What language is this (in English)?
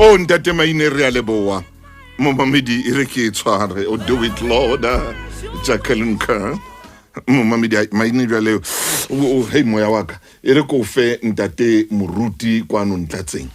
Southern Sotho